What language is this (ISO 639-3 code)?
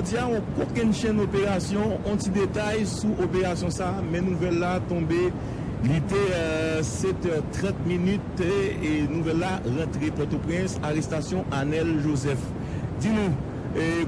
hat